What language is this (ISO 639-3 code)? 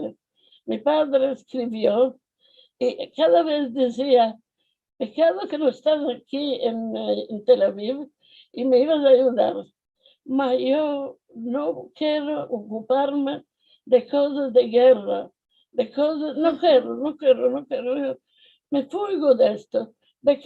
lad